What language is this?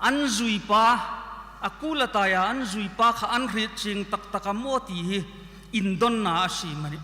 Hmar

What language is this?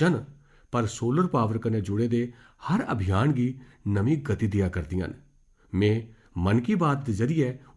Dogri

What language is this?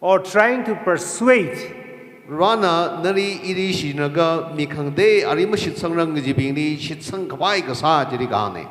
Tangkhul Naga (India)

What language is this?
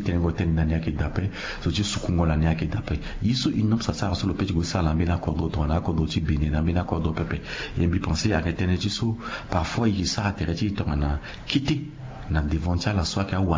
Sango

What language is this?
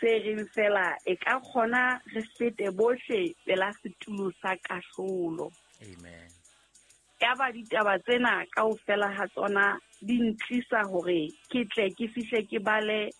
Southern Sotho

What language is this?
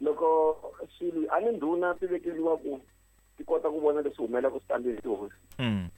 Tsonga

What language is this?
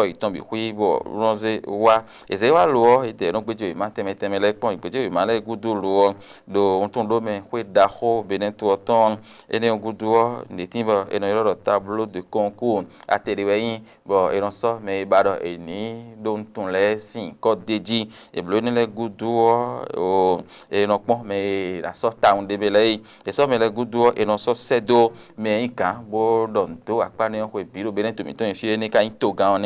Fon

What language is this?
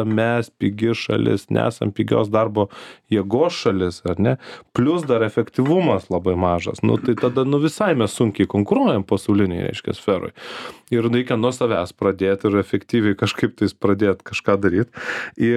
Lithuanian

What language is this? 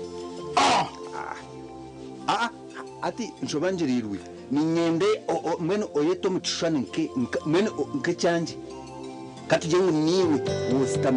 Nyankole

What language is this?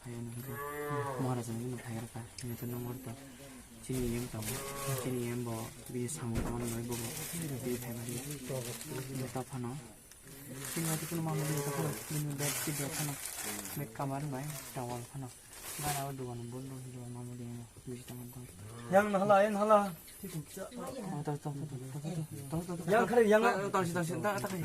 Kok Borok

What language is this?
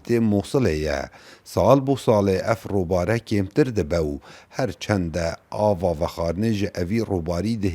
Kurdish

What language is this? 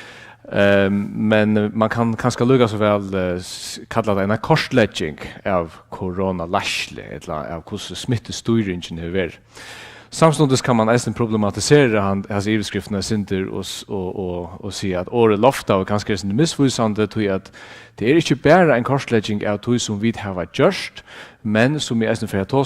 Faroese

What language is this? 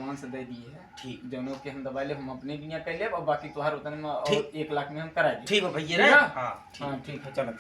Awadhi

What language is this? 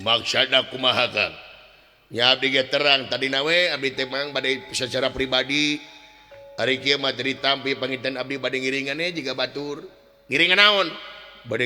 Sundanese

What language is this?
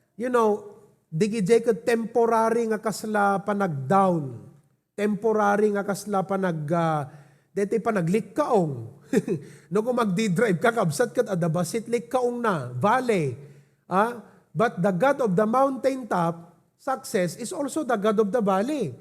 Iloko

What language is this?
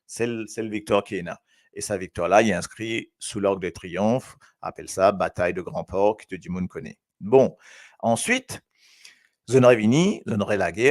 Morisyen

